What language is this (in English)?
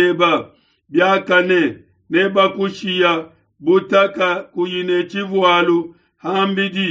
Luba-Lulua